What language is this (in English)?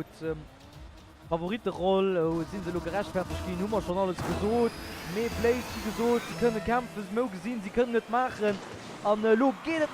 Luxembourgish